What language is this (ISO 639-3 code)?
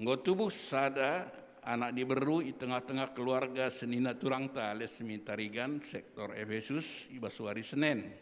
btx